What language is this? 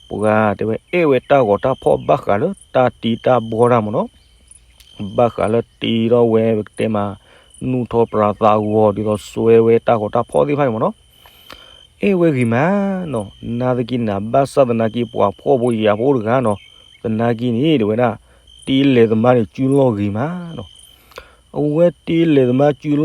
S'gaw Karen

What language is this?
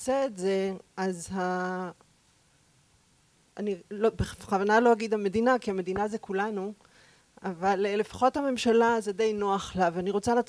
Hebrew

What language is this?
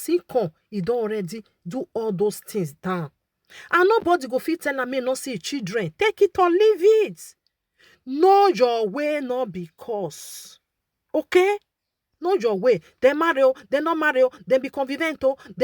Nigerian Pidgin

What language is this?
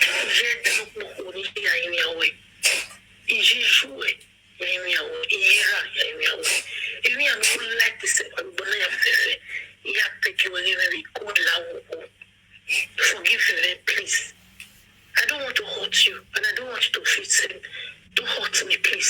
Nigerian Pidgin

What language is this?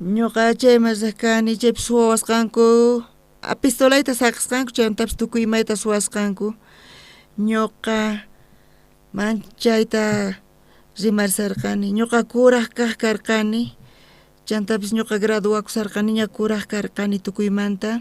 South Bolivian Quechua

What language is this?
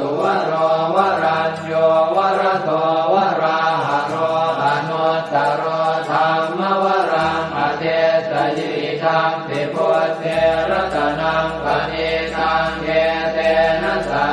Pali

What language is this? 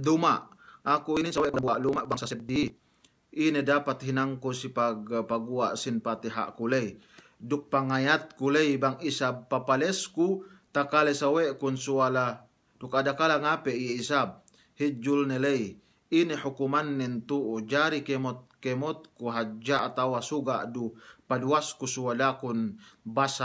Yakan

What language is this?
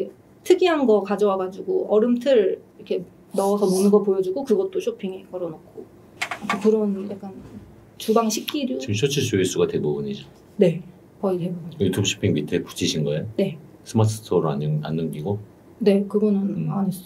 Korean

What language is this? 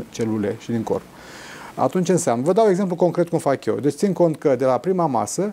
Romanian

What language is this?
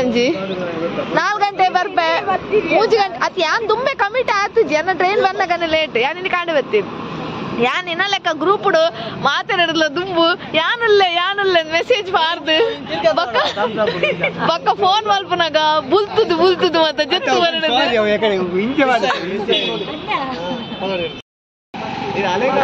Tulu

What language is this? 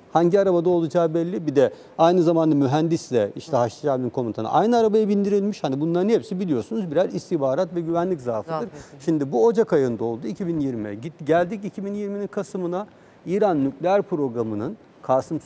Turkish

